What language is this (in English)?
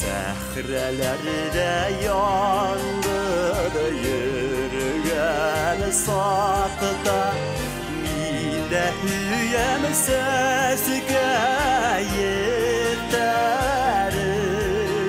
Bashkir